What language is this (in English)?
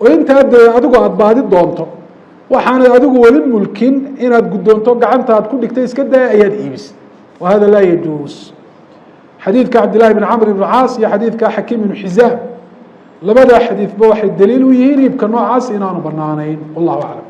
Somali